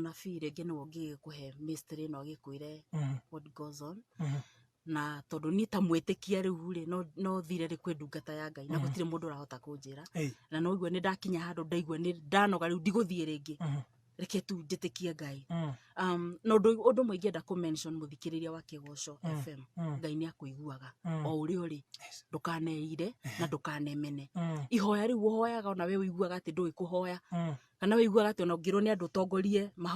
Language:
Kikuyu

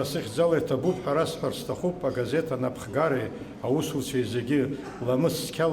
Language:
Abkhazian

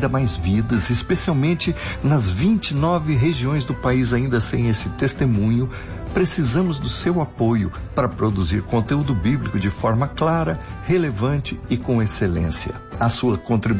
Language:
Portuguese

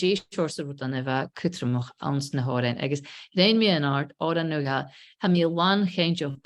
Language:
Scottish Gaelic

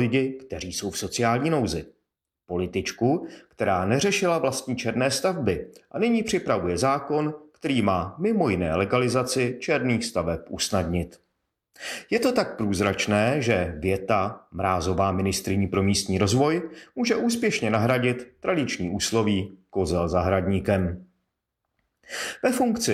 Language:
Czech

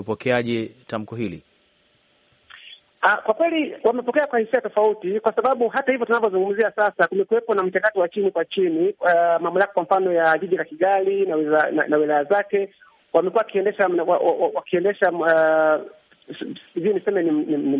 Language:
Swahili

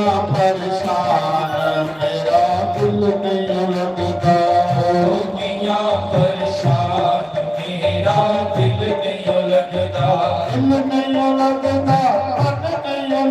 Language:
Dogri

